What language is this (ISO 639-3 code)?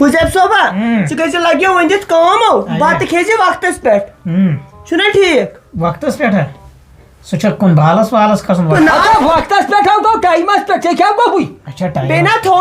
kas